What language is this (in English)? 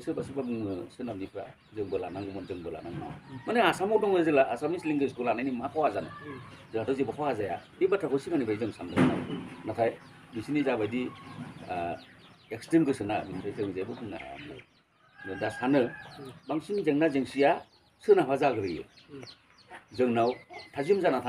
Bodo